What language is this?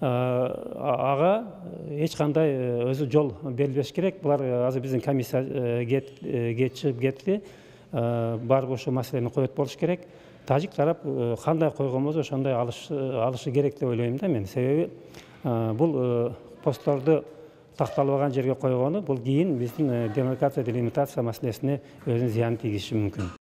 Kyrgyz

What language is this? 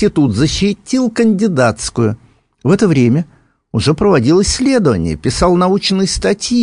Russian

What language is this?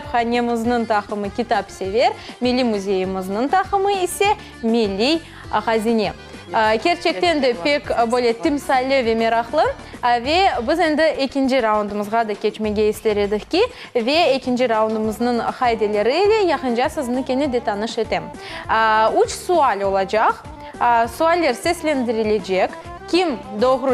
Crimean Tatar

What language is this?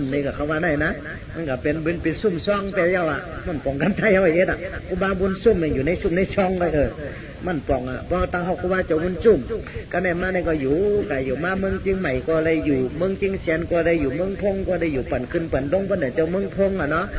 Shan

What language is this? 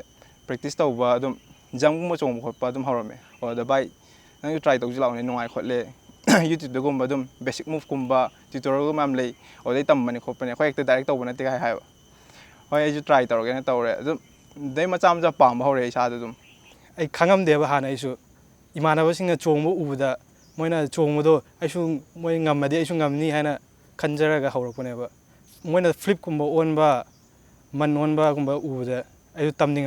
Manipuri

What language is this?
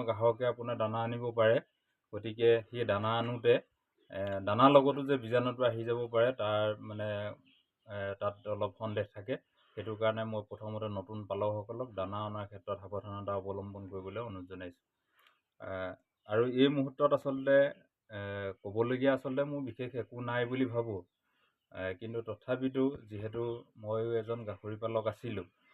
Assamese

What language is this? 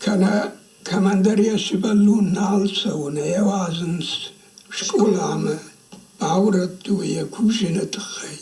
Ossetic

